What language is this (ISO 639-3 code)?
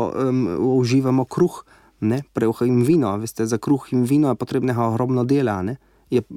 slv